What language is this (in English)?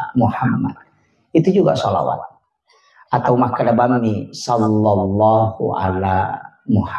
Buginese